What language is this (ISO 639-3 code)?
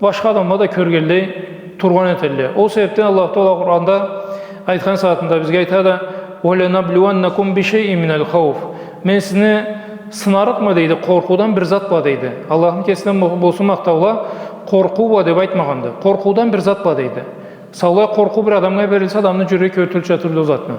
krc